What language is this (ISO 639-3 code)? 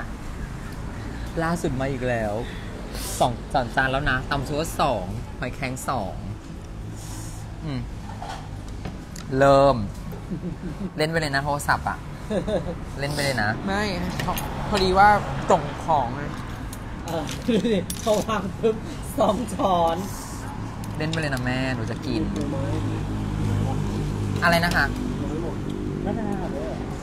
tha